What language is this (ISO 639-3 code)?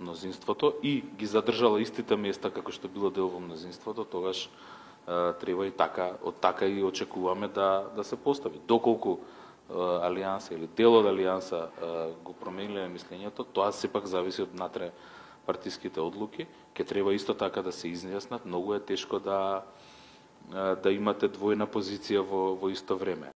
mkd